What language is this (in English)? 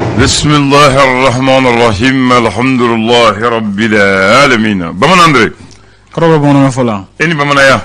Bambara